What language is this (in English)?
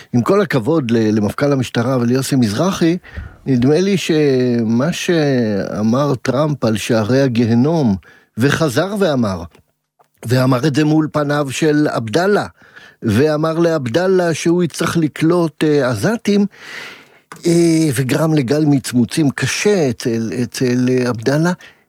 Hebrew